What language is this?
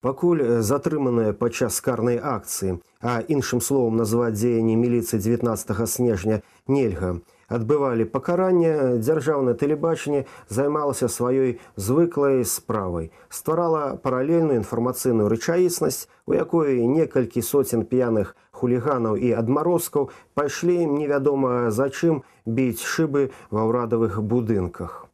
Belarusian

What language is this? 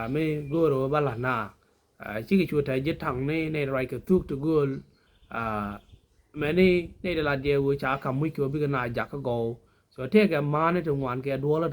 Nuer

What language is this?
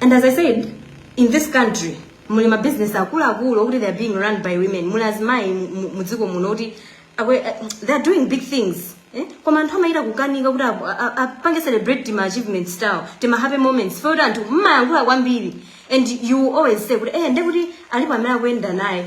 Nyanja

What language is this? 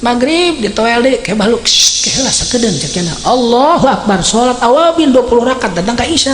Sundanese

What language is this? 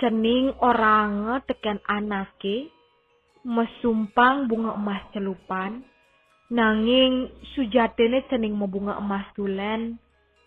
Balinese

